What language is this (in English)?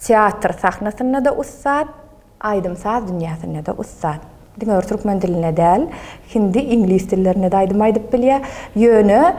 Turkmen